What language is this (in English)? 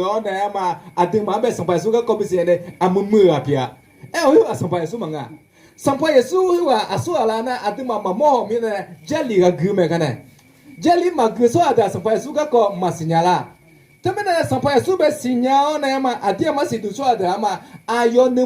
Akha